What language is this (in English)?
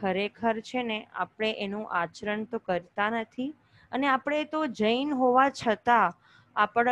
Gujarati